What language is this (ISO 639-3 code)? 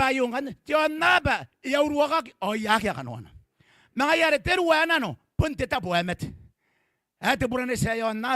gil